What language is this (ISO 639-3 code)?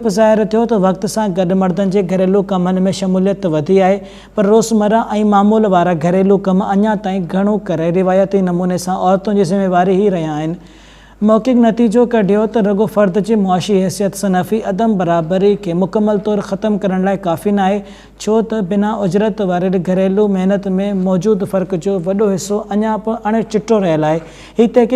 snd